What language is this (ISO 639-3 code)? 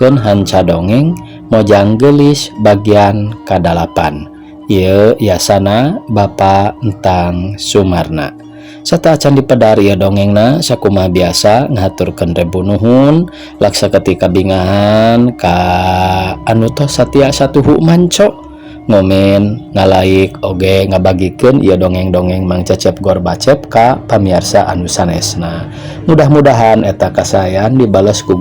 sun